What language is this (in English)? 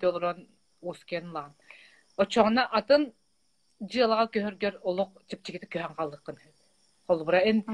Yakut